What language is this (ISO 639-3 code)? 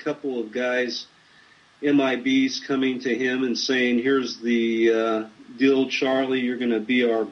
eng